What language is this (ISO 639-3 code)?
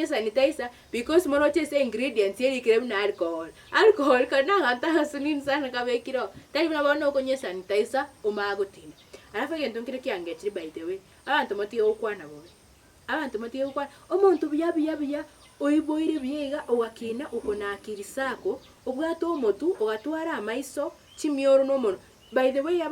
guz